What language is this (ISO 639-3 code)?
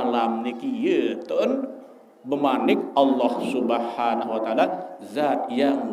sas